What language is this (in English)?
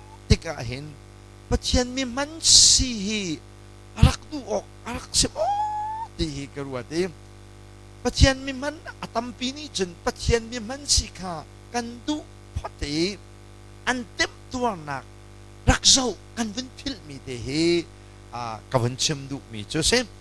Hakha Chin